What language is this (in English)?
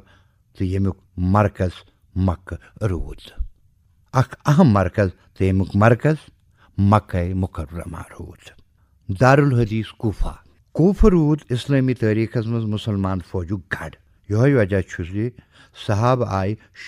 Kashmiri